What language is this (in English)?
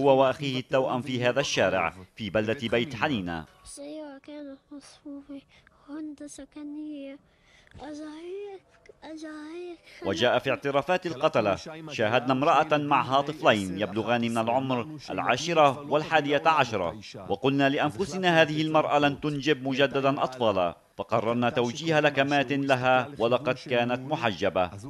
Arabic